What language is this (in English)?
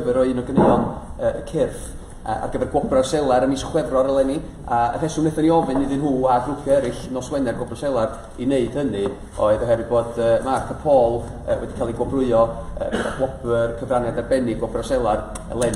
Welsh